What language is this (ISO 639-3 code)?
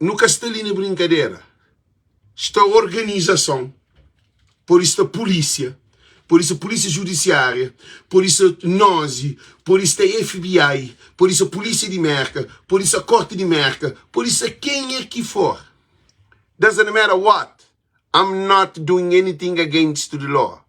kea